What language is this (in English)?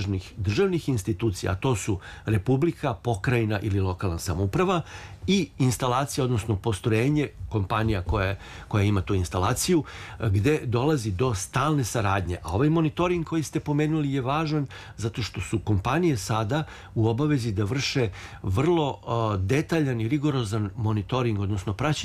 Serbian